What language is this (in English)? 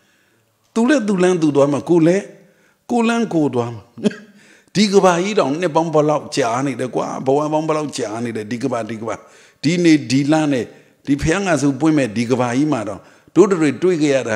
Burmese